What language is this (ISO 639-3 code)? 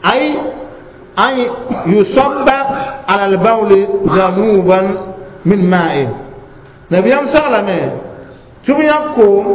mos